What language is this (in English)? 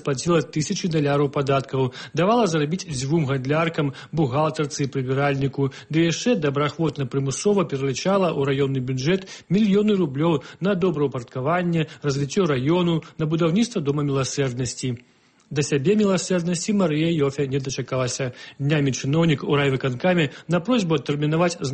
Belarusian